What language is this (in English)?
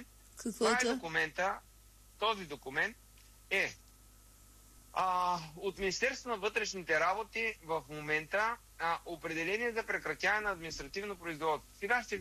Bulgarian